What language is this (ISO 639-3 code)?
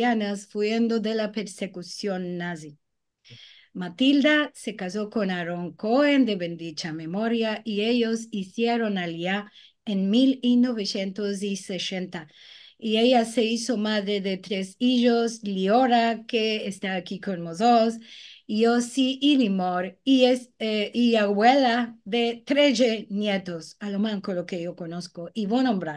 lad